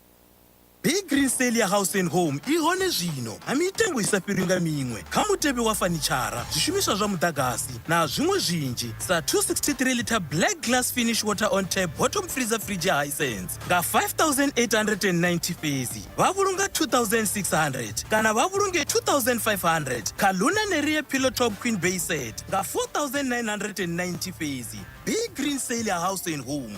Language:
Venda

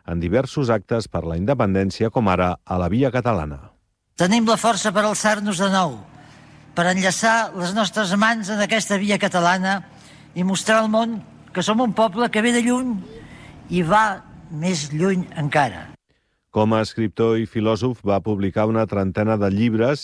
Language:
Catalan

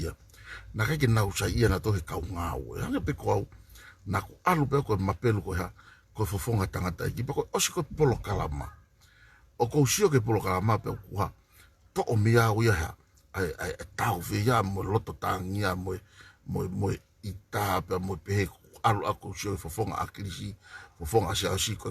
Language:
Tongan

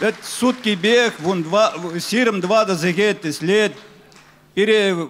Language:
Chuvash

